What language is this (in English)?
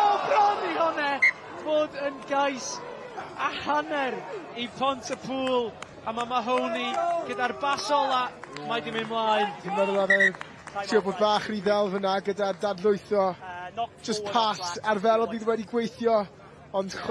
Welsh